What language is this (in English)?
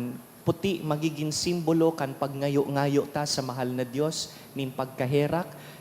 Bikol